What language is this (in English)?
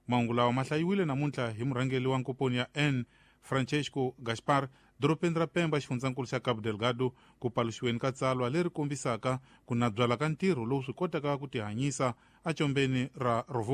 Tsonga